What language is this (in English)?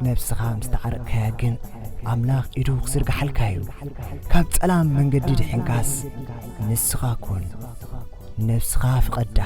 Tigrinya